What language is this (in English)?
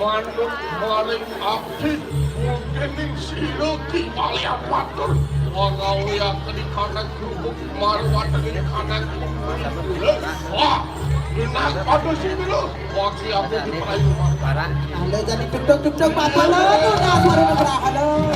Balinese